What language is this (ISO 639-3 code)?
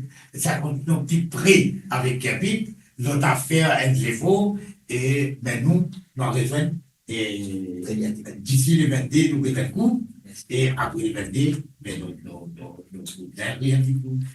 mfe